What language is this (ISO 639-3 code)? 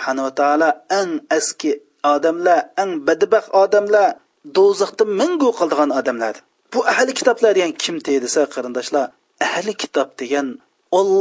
uig